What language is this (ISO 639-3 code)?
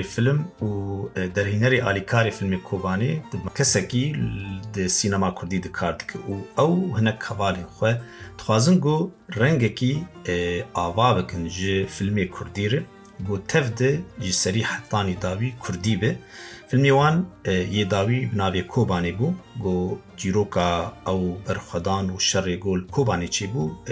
kur